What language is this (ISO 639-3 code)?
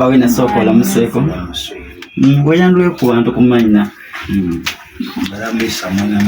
xog